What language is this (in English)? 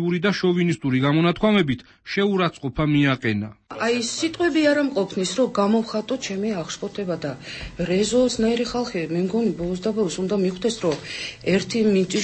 Georgian